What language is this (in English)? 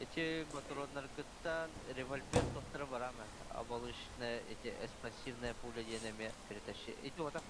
Yakut